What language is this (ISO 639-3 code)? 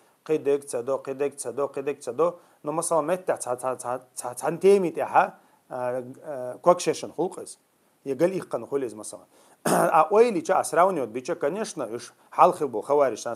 che